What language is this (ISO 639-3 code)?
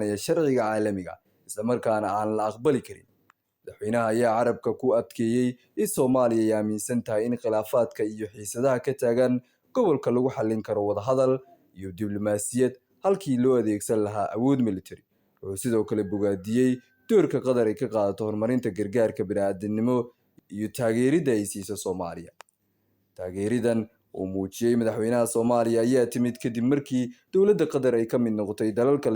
som